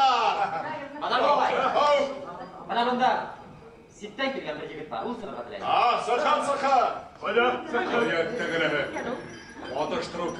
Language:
Bashkir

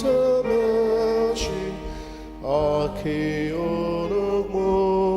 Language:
Ao Naga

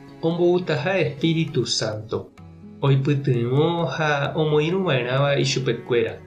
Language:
Guarani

